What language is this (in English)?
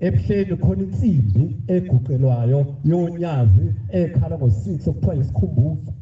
Zulu